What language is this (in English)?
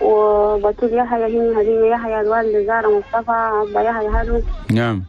Chadian Arabic